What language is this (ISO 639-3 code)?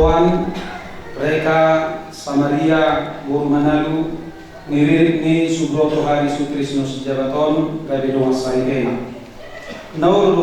bbc